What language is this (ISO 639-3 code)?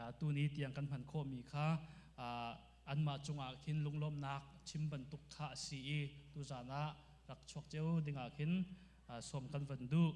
cnh